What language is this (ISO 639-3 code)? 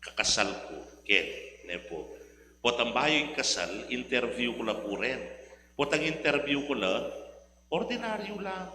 pam